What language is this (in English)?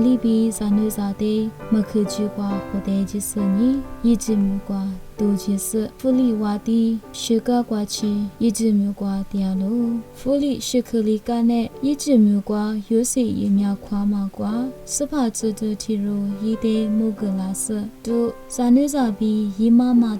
Lisu